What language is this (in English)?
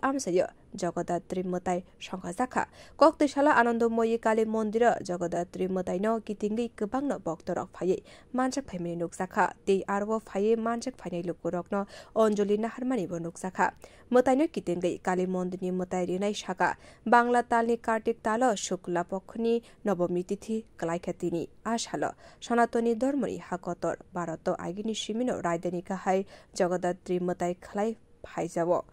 Kok Borok